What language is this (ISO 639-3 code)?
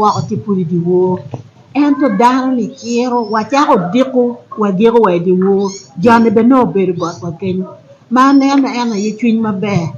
ach